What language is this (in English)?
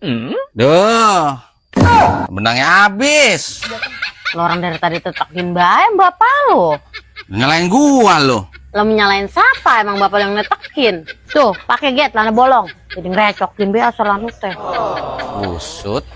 Betawi